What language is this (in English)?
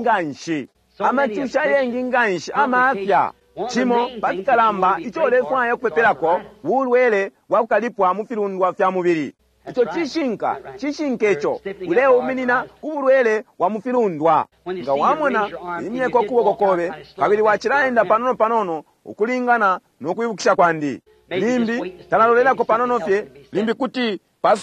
Bemba